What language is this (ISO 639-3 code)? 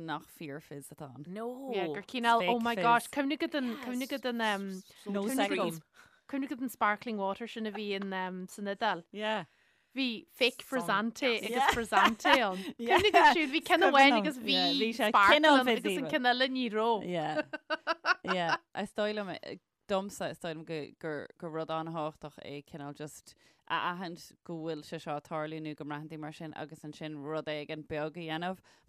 gle